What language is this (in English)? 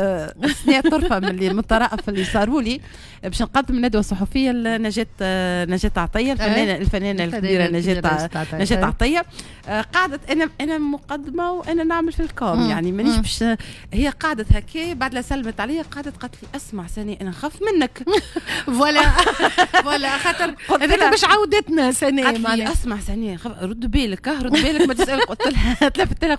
Tunisian Arabic